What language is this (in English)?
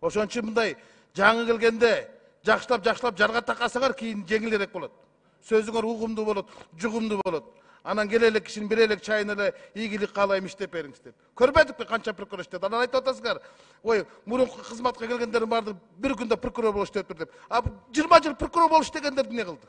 Kyrgyz